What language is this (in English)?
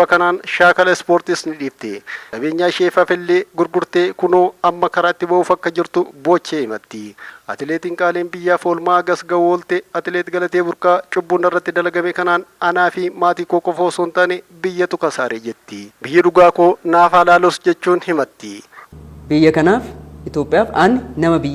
Oromo